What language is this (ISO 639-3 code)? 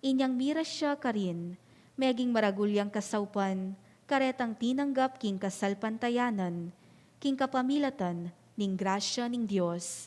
pam